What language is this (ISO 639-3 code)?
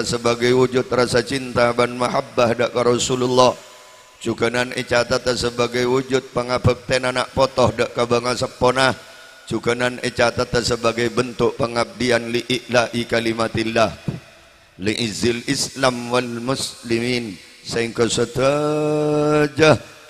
mad